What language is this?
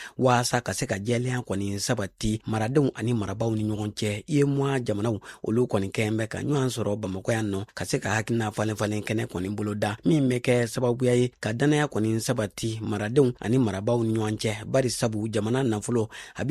Bambara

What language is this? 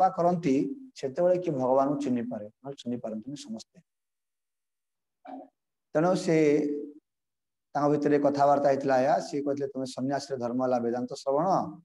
Odia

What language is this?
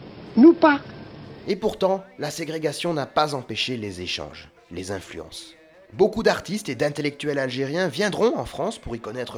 French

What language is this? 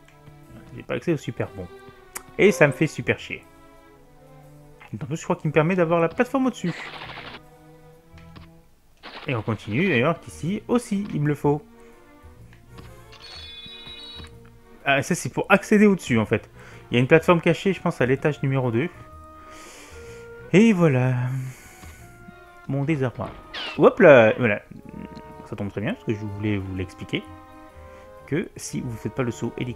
French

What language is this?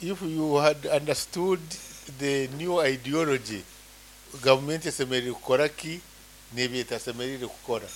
Nyankole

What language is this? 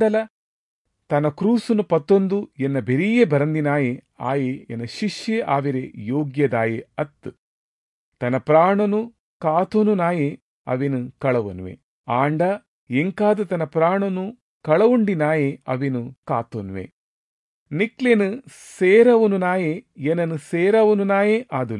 Tulu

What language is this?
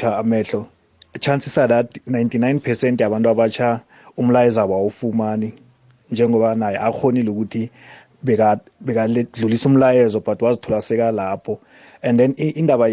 South Ndebele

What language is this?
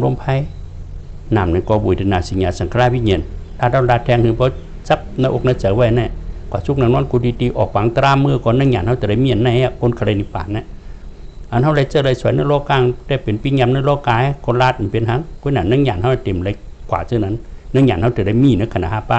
Shan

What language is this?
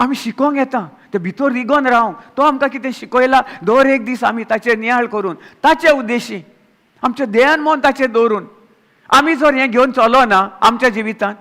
Konkani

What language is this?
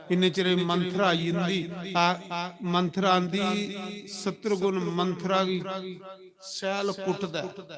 Dogri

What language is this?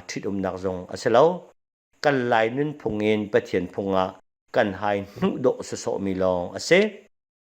Hakha Chin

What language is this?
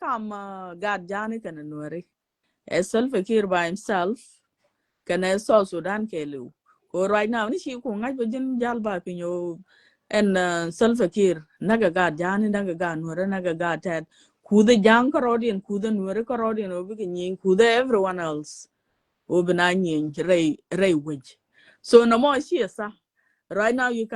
Nuer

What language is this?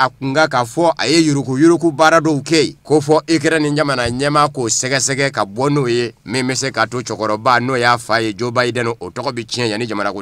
Bambara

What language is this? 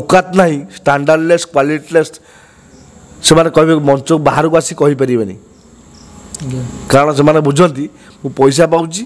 Odia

